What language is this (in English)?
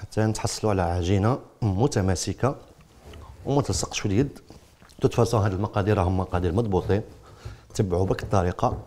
Algerian Arabic